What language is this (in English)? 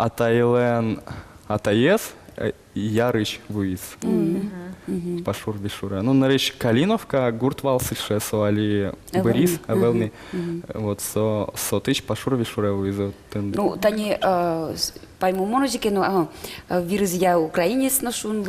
Udmurt